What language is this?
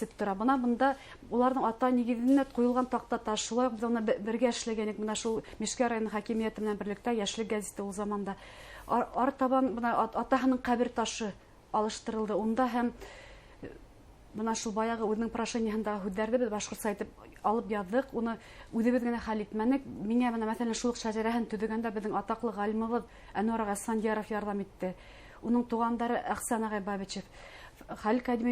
Bashkir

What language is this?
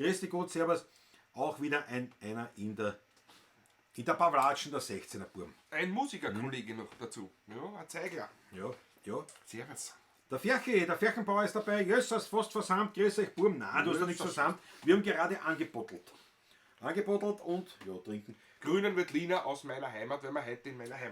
Bavarian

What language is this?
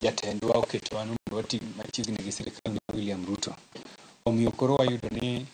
Luo (Kenya and Tanzania)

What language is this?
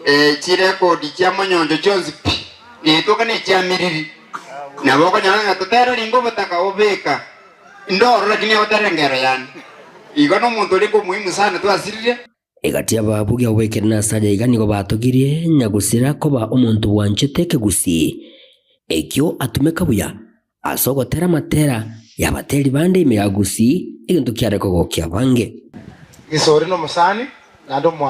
Gusii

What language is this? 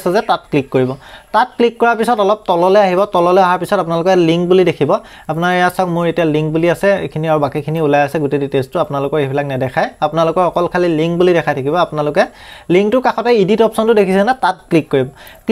Assamese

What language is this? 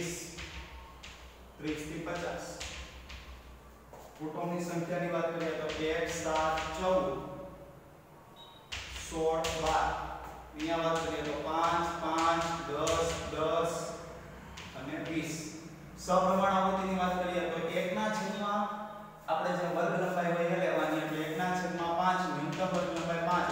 Gujarati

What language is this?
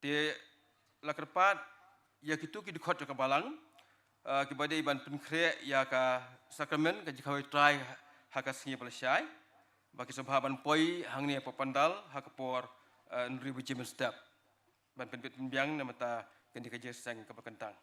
Khasi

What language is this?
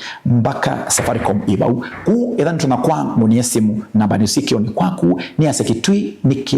Kamba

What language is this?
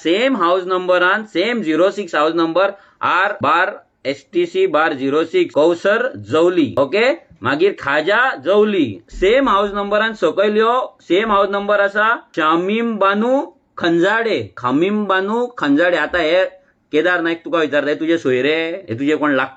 Konkani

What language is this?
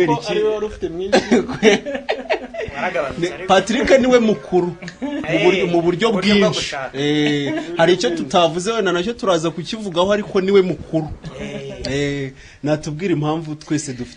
Kinyarwanda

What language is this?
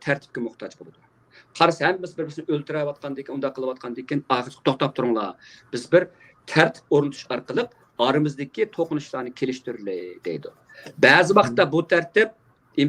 Uyghur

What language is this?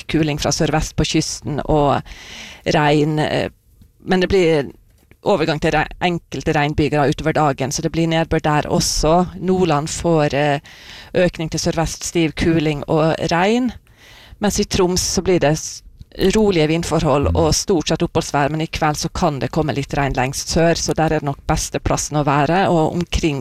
Norwegian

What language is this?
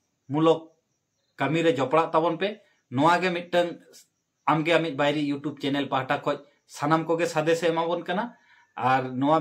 Santali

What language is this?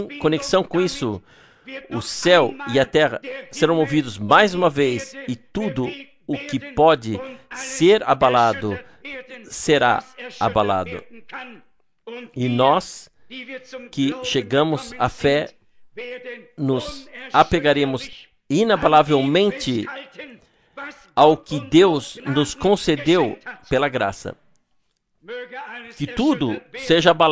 Portuguese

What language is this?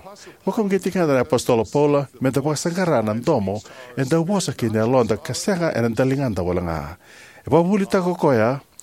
Fijian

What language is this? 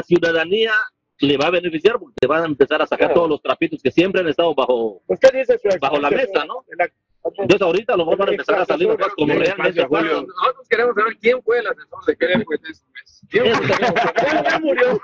Spanish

